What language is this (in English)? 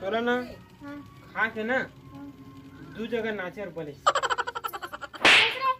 Chhattisgarhi